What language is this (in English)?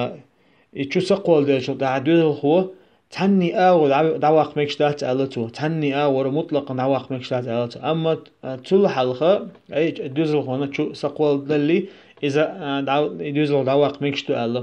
Chechen